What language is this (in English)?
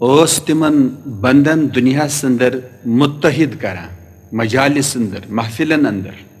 Kashmiri